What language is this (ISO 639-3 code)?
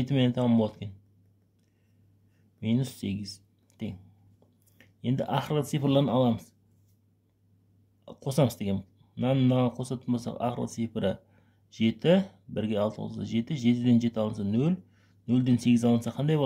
kaz